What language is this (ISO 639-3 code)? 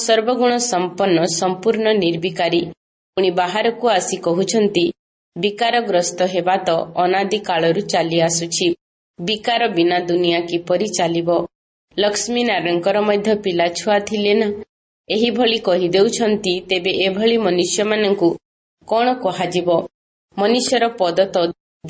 ori